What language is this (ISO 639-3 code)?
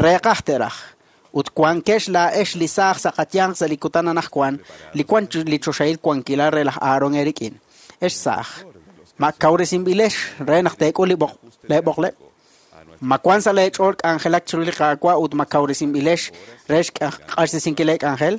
kek